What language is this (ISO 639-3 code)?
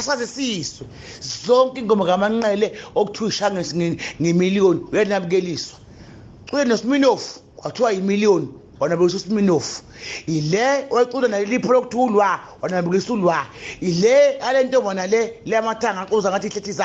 zul